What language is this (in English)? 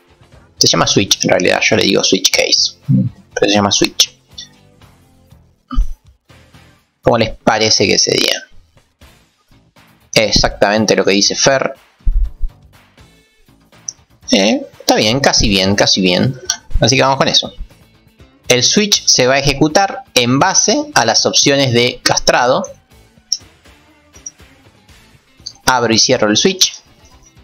Spanish